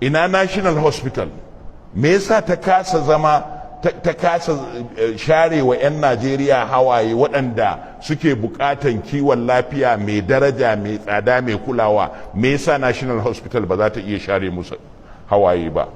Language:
Hausa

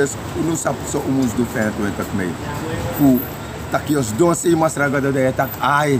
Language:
Sranan Tongo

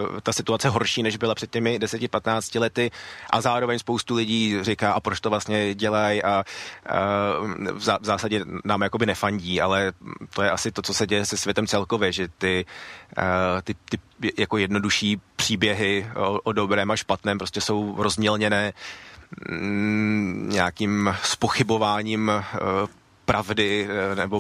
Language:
Czech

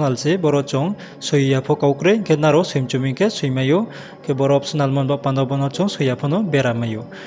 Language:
Riang (India)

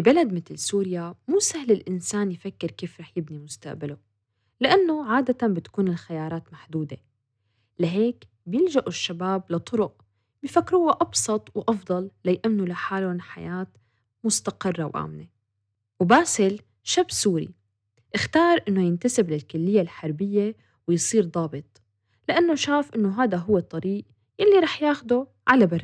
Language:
North Levantine Arabic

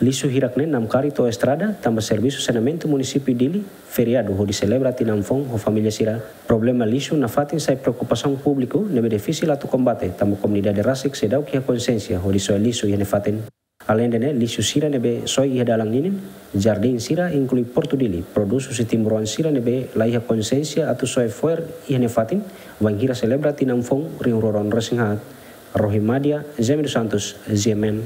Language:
Tetum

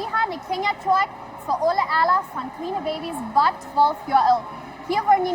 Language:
Plautdietsch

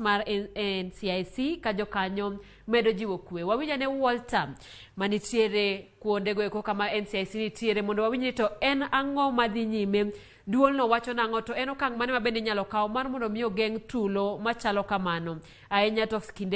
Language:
Luo (Kenya and Tanzania)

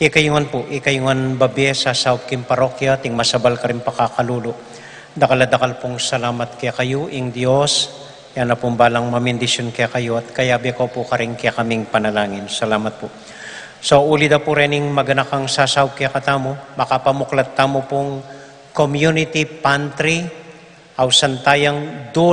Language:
Pampanga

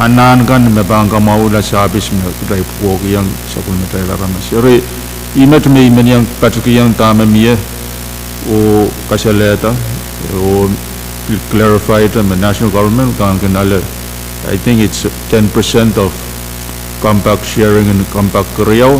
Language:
Pohnpeian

